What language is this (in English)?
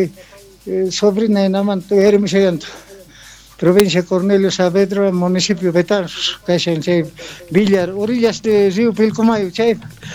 South Bolivian Quechua